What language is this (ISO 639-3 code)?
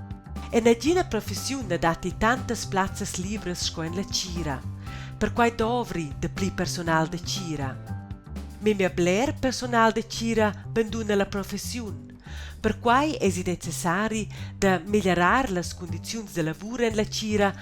roh